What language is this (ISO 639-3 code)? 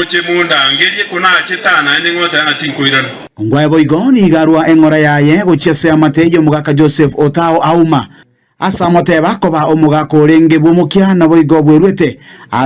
guz